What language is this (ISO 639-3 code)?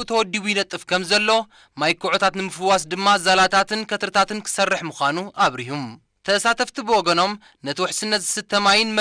tir